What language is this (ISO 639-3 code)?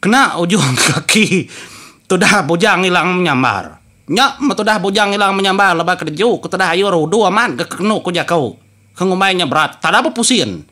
iba